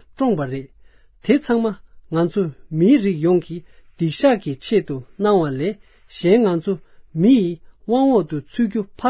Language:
Tibetan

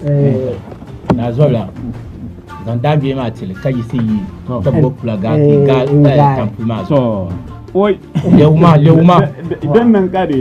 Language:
Dagbani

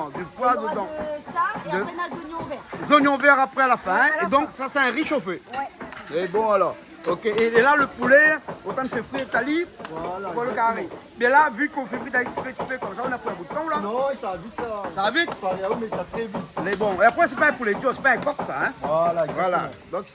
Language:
Réunion Creole French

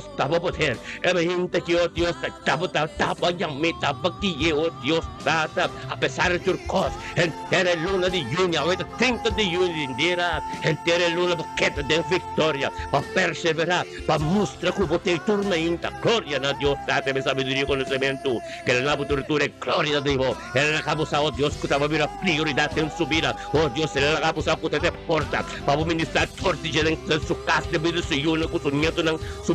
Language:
Papiamento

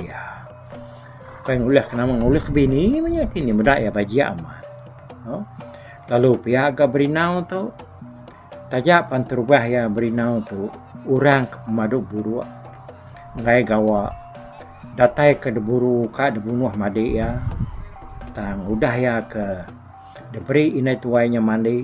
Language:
Iban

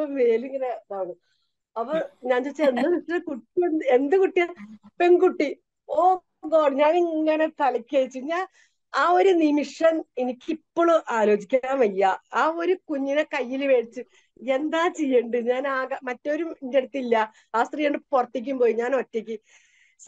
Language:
Malayalam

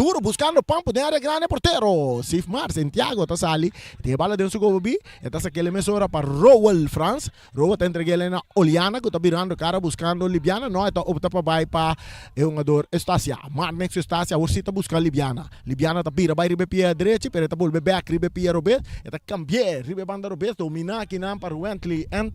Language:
Papiamento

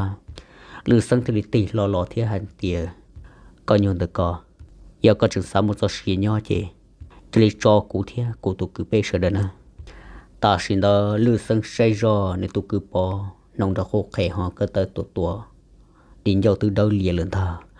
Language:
Hmong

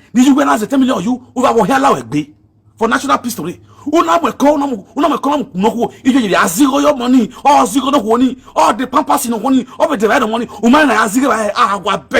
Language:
Nigerian Pidgin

